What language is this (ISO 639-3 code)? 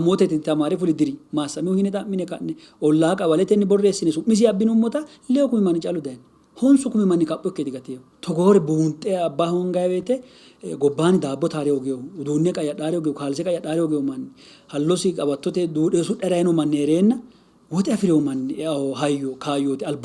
sid